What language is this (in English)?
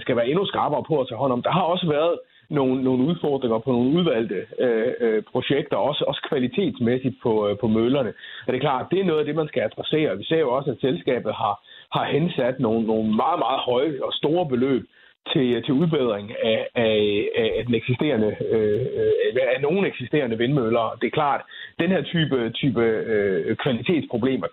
Danish